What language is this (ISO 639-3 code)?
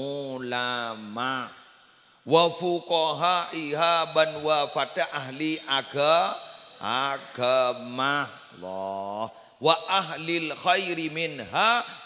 mad